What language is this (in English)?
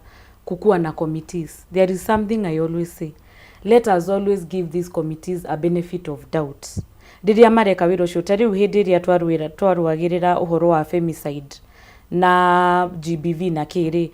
Kikuyu